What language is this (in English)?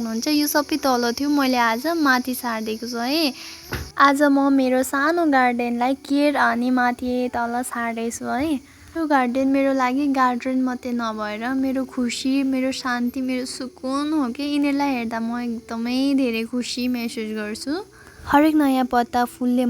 Nepali